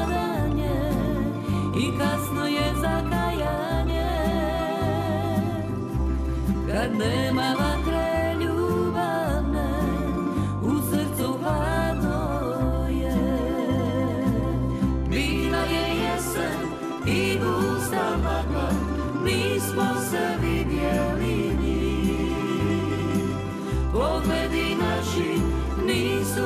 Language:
Croatian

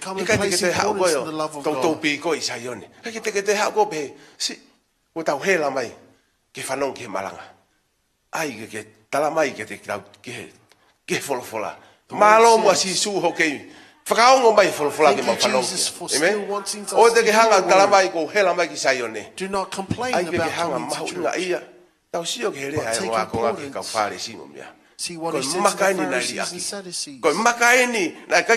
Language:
Tongan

